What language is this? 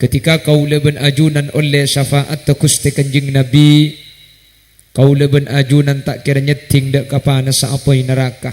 Madurese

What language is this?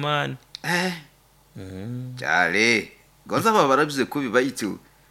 Nyoro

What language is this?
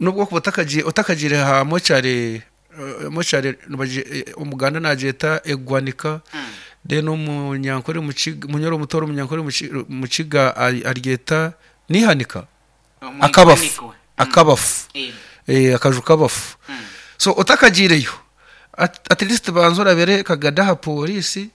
Nyoro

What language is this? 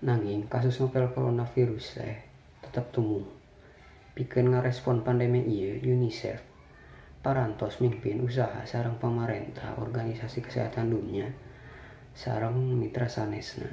Sundanese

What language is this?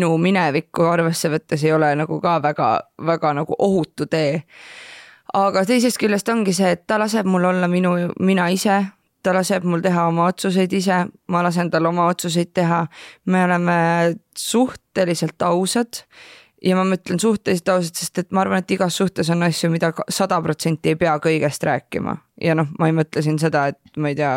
Estonian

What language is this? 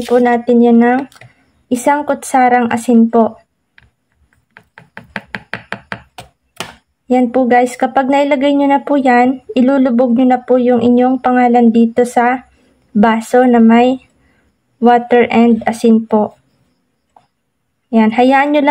Filipino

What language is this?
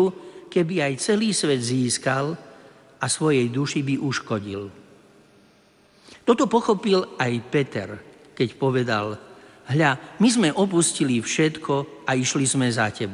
Slovak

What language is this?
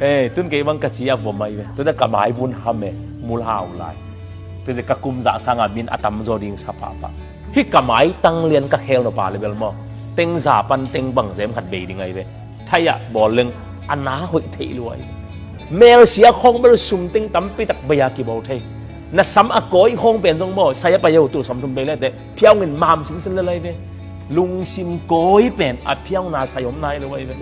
Tedim Chin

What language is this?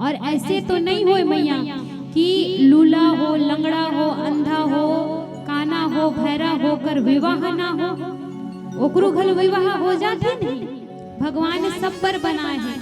Chhattisgarhi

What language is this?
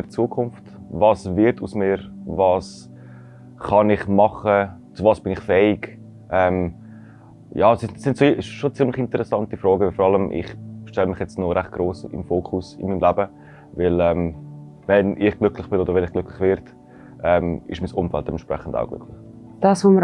Swiss German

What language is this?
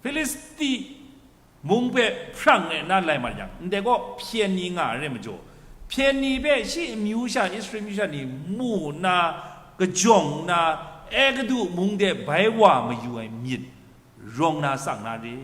Kachin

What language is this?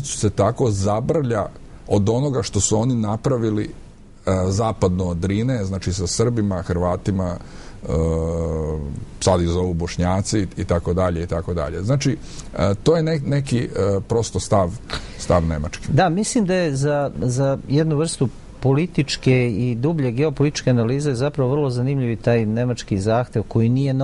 Serbian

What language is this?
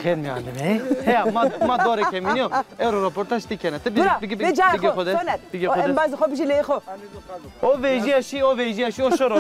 Zaza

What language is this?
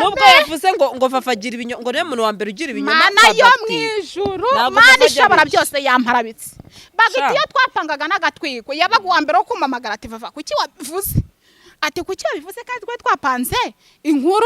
Kinyarwanda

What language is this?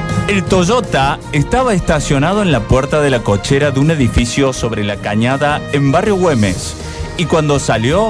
Spanish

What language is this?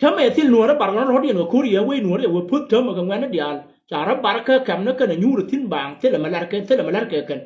Nuer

